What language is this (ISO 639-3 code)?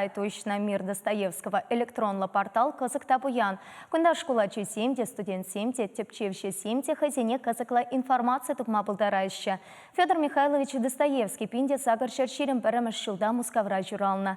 chv